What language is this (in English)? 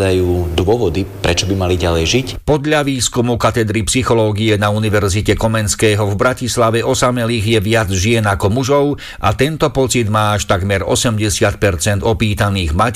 Slovak